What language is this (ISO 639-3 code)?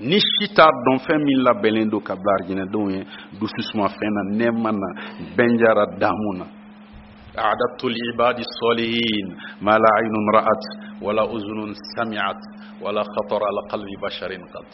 bam